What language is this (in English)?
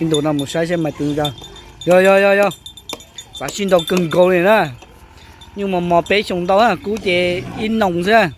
Hmong